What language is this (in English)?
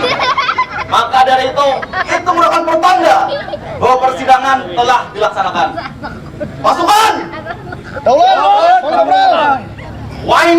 Banjar